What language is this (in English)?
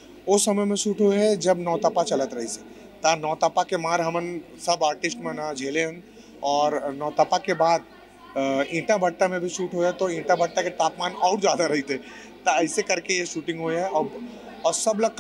Chhattisgarhi